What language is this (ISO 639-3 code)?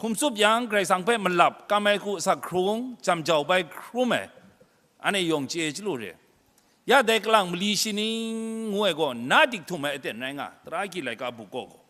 kac